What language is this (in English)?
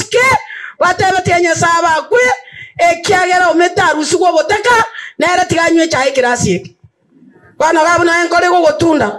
Gusii